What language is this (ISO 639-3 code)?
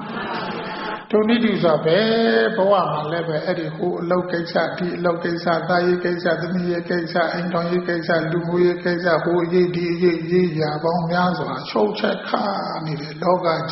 mya